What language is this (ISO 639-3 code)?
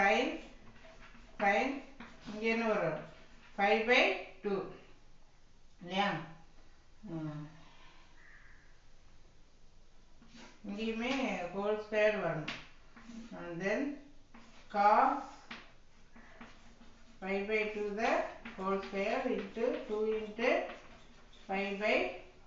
tam